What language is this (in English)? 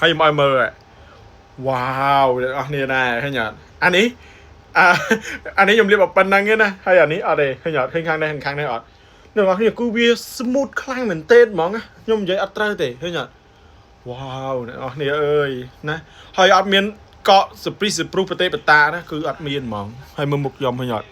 Khmer